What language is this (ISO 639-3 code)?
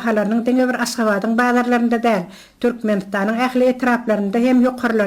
tuk